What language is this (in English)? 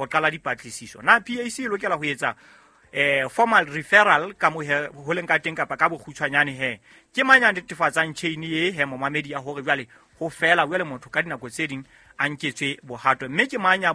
Southern Sotho